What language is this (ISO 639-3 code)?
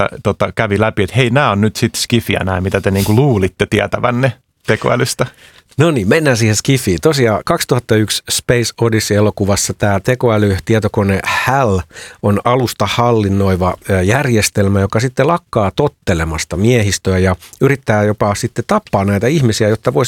fin